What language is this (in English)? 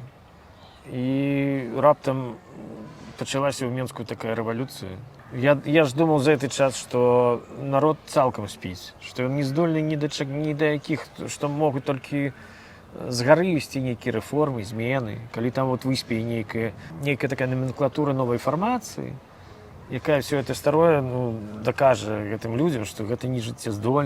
Belarusian